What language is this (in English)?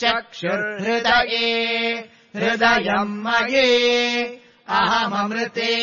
Sanskrit